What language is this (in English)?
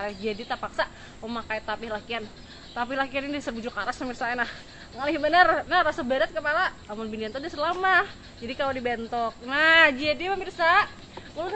Banjar